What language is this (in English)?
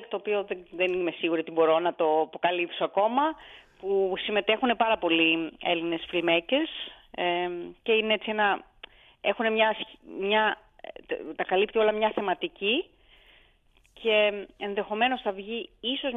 Greek